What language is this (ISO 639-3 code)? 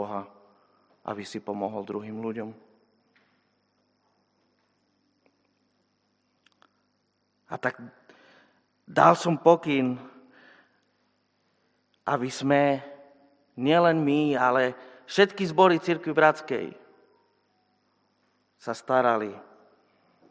slk